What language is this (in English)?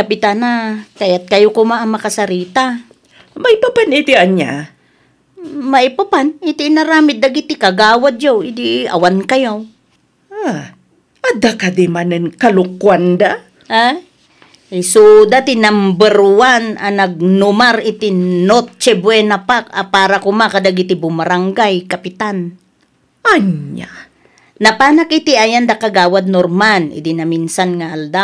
Iloko